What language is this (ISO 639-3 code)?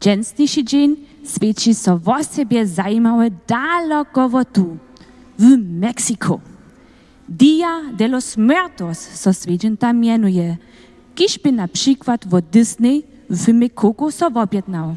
hsb